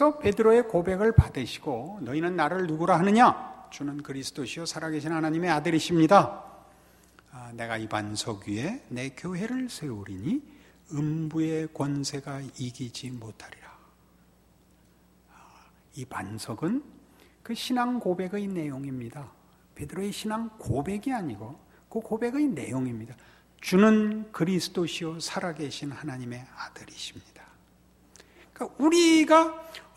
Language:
Korean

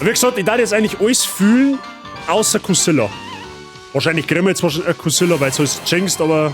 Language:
Bavarian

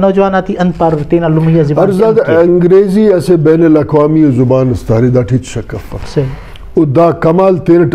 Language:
Brahui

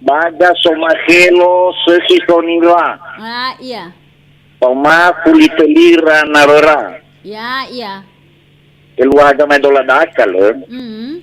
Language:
Nias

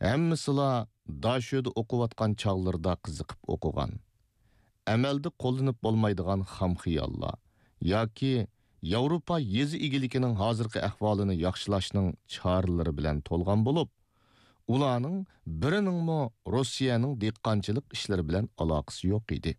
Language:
Uyghur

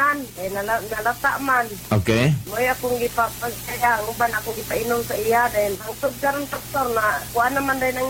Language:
Cebuano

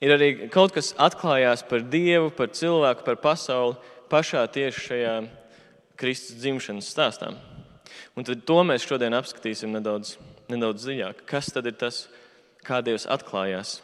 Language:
Latvian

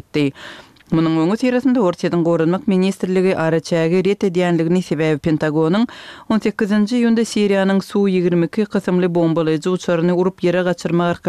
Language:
Turkmen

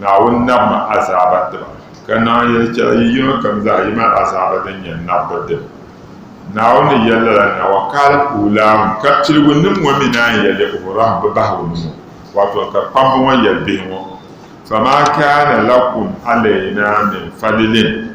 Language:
Dagbani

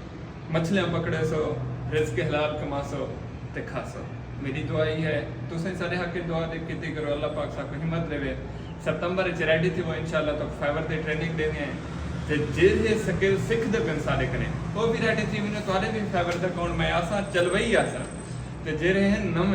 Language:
Saraiki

